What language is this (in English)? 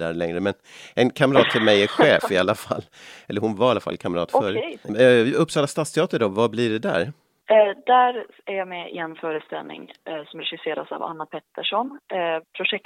Swedish